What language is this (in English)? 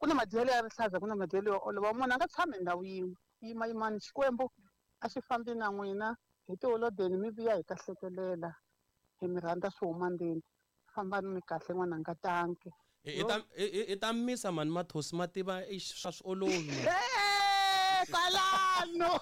Tsonga